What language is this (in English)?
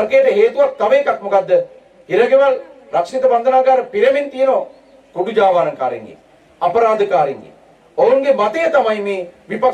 Sinhala